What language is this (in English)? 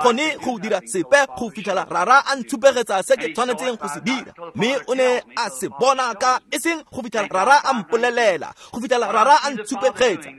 Tswana